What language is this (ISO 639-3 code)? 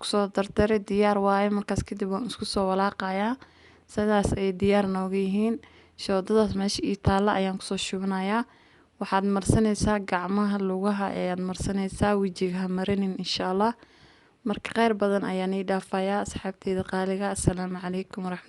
som